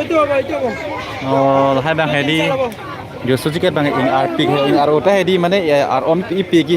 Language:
Karbi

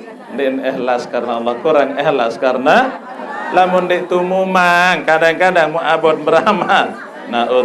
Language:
Sasak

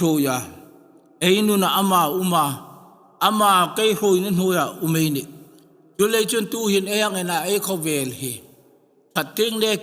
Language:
Hmar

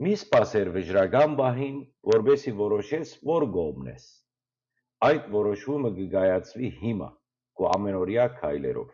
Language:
Western Armenian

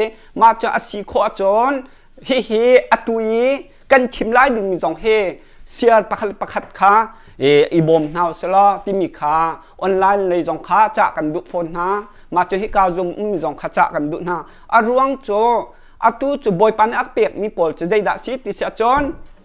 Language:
Hakha Chin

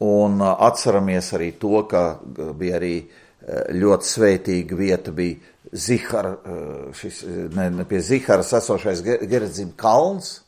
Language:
Latvian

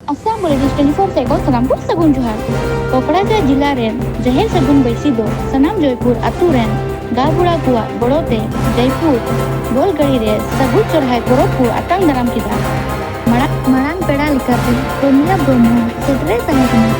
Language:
Santali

